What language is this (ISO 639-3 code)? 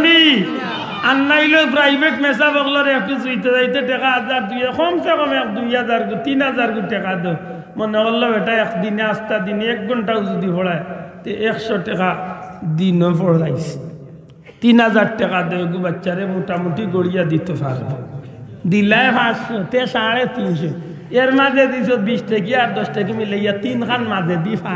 syl